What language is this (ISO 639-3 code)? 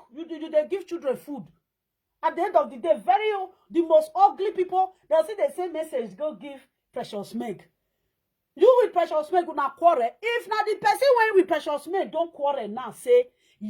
pcm